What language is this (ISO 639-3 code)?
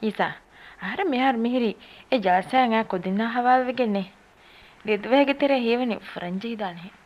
div